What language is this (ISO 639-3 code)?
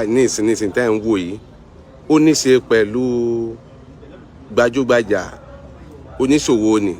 yor